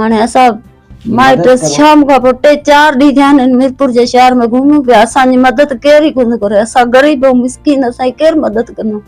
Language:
Sindhi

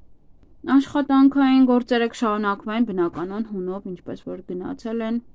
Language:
Armenian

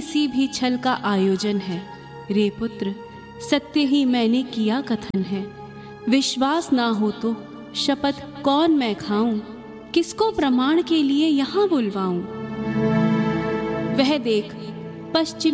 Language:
Hindi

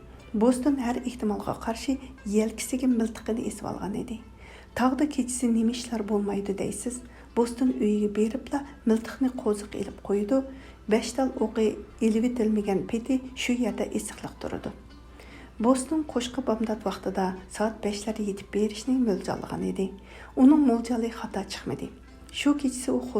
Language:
Uyghur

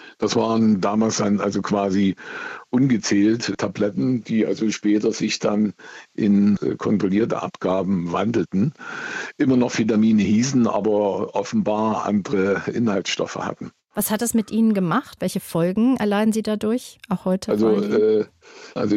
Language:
German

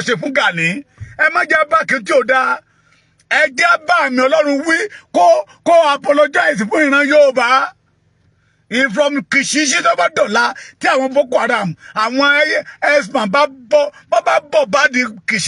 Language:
Yoruba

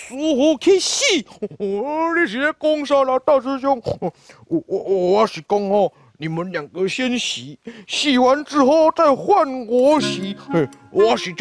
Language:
Min Nan Chinese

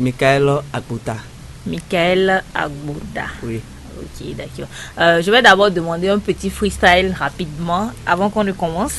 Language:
Fon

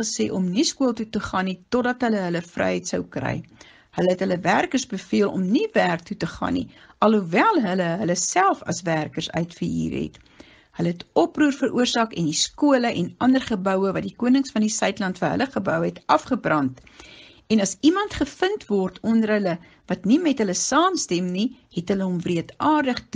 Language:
Afrikaans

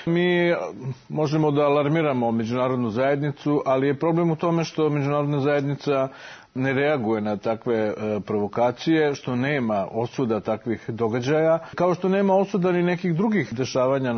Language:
Serbian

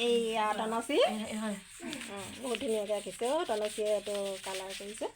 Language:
Assamese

